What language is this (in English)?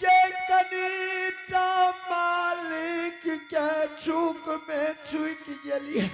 Angika